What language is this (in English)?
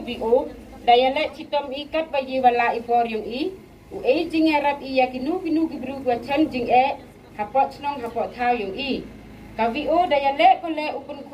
Pnar